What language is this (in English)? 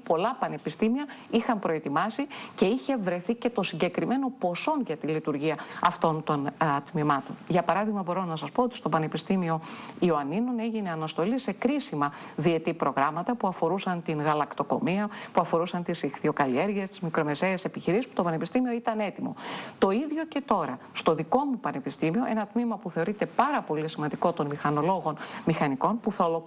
Greek